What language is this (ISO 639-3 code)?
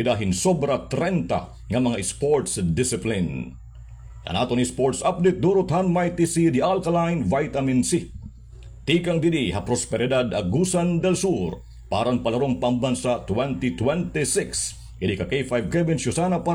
war